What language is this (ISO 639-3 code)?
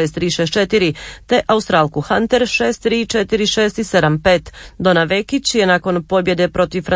hrv